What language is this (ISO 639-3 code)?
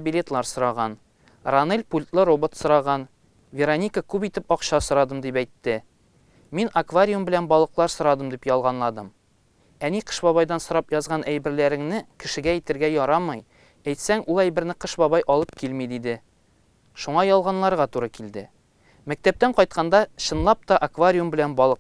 tat